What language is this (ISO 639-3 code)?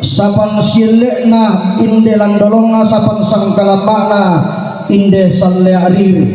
sda